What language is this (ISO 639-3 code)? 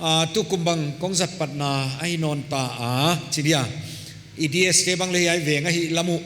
pck